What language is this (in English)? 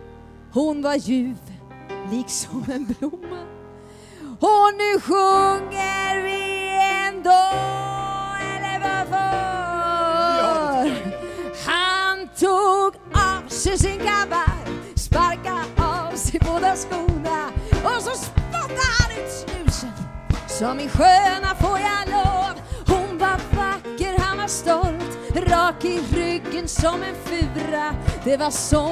Swedish